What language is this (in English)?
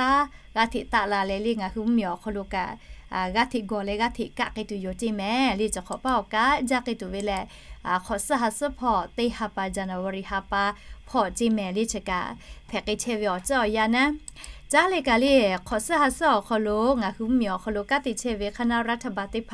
Lahu